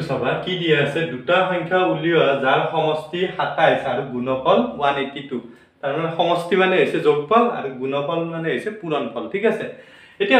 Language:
Assamese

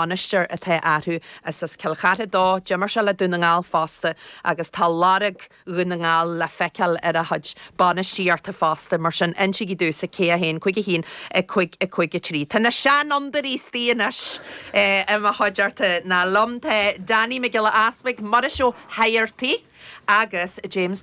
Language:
Irish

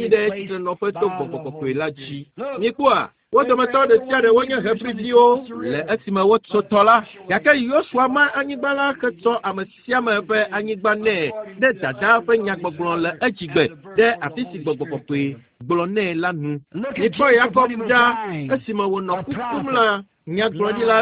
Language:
Ewe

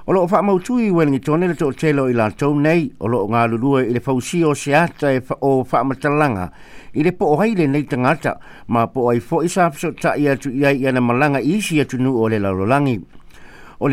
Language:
Samoan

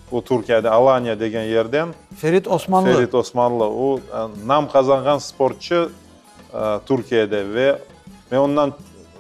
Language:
Crimean Tatar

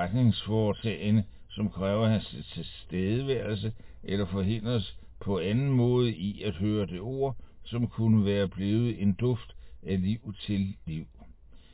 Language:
Danish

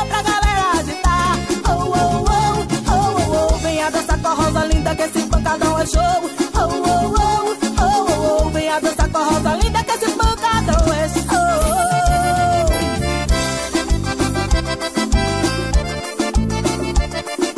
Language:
Portuguese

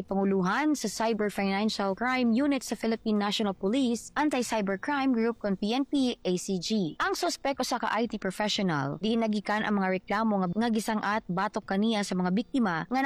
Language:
Cebuano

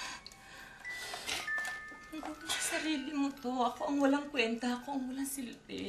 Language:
Filipino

